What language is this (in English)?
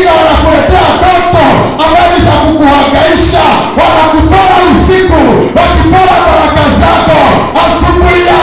Swahili